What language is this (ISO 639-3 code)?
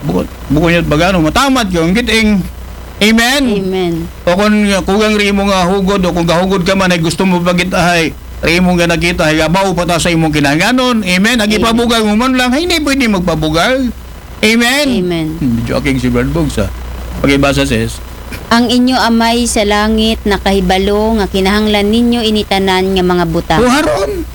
akl